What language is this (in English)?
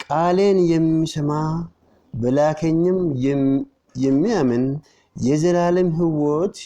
Oromo